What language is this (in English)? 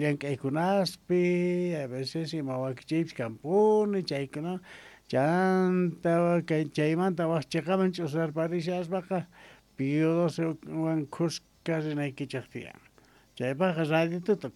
South Bolivian Quechua